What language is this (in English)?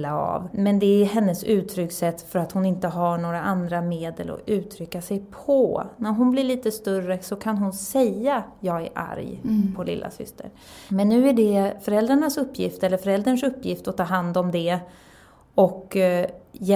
Swedish